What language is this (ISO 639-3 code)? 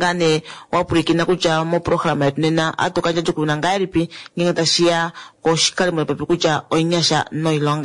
kua